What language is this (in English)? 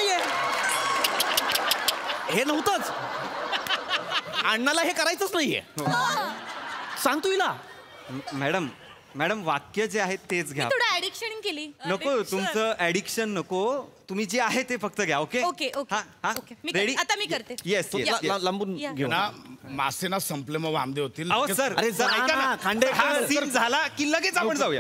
Marathi